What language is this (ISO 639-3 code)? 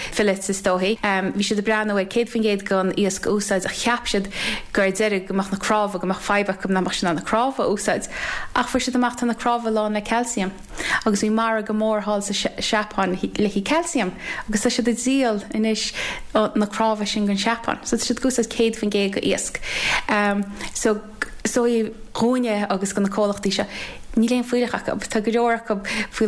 gle